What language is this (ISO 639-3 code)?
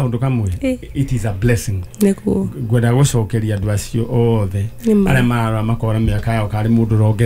kik